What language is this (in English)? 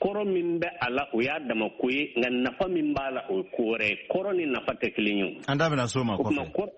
Bambara